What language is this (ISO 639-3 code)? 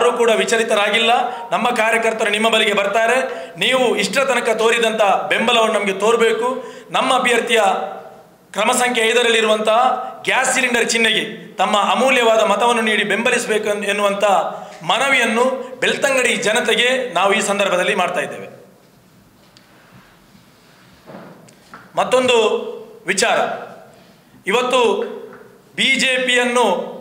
kan